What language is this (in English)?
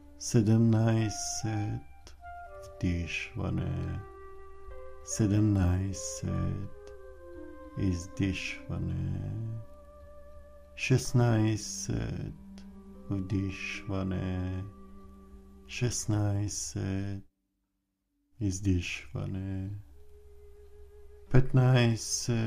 Bulgarian